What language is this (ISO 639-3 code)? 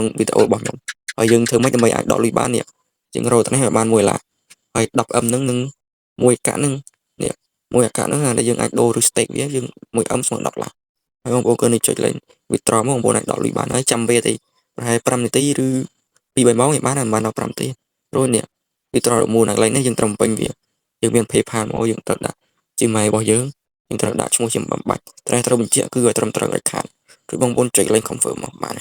khm